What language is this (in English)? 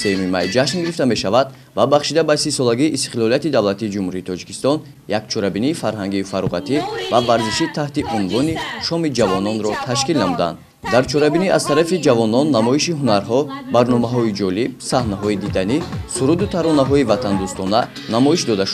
Tajik